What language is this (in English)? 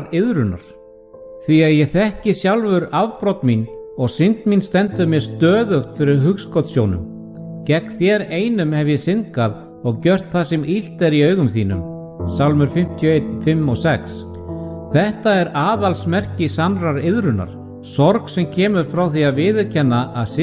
Icelandic